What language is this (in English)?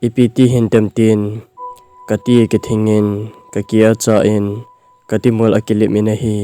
Thado Chin